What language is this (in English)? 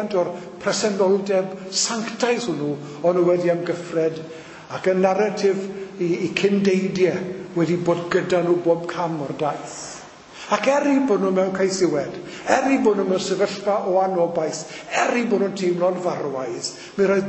Welsh